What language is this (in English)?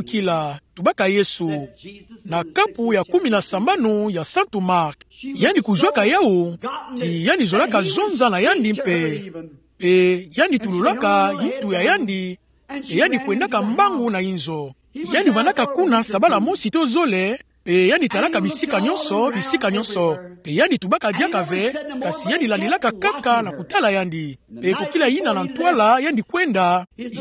Kituba (Democratic Republic of Congo)